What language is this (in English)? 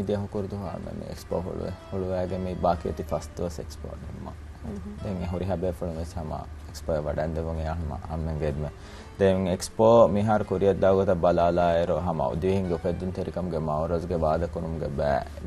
Divehi